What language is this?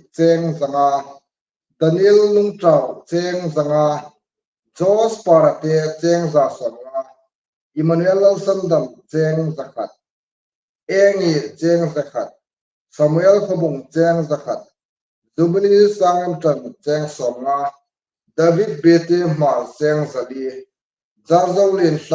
Hmar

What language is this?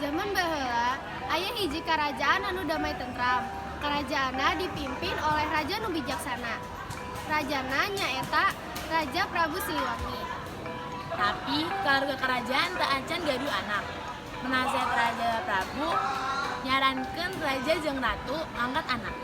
Sundanese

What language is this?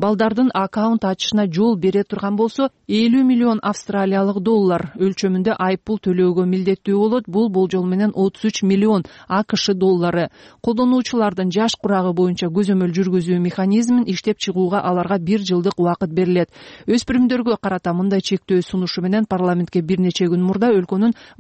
Kyrgyz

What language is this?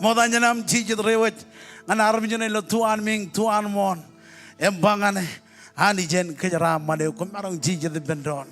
Marshallese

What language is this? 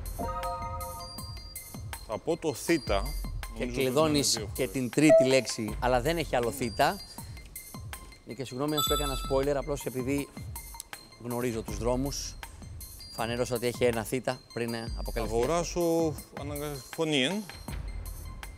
Greek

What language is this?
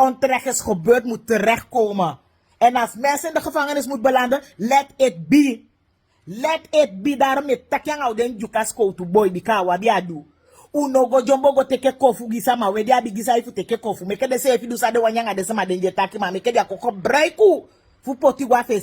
Sranan Tongo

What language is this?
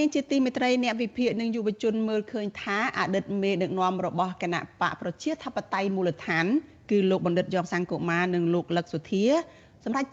Khmer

